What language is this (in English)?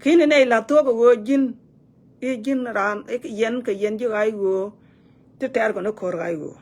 Nuer